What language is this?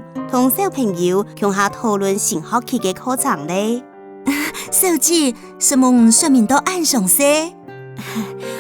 Hakka Chinese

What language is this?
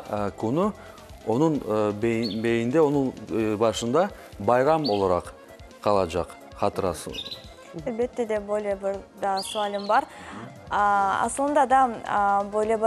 Crimean Tatar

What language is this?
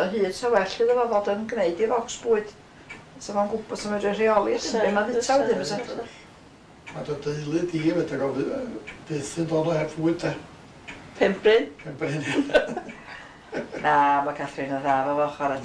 Welsh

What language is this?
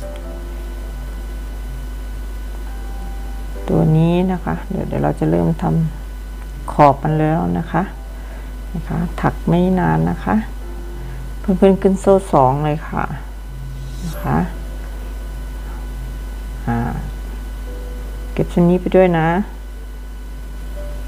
Thai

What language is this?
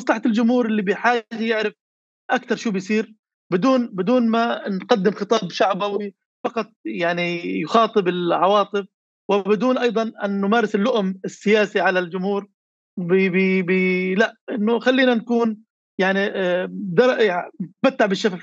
North Levantine Arabic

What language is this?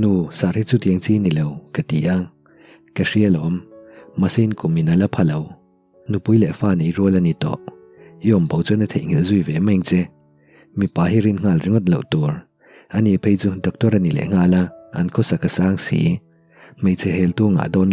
Mizo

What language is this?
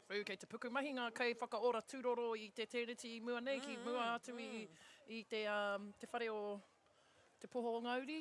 Māori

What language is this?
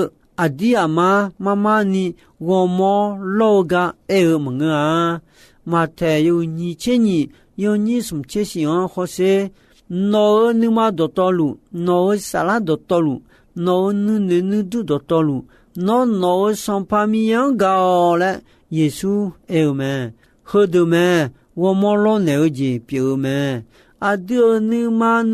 Akha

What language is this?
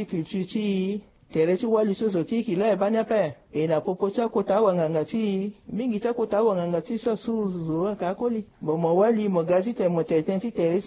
Sango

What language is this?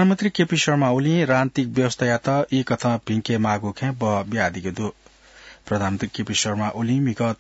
Newari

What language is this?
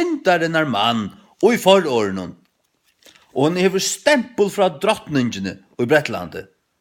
Faroese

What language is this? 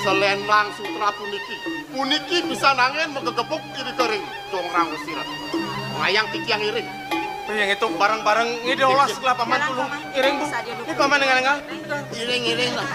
Balinese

